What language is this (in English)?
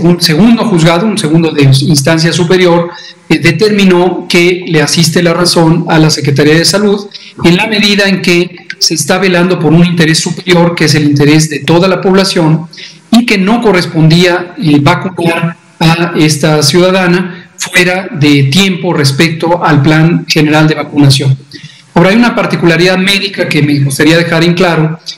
Spanish